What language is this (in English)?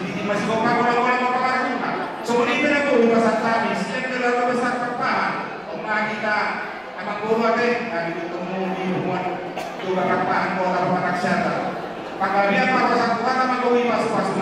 Batak Toba